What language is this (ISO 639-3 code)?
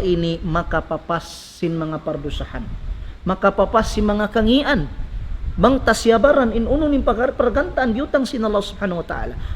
tsg